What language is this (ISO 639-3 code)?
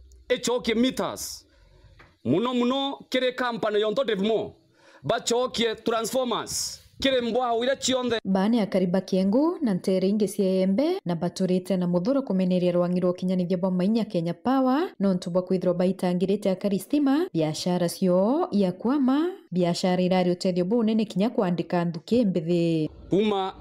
mer